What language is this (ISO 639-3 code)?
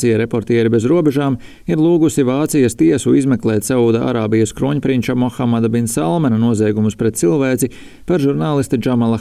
lav